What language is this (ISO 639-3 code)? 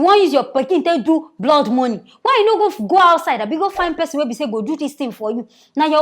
pcm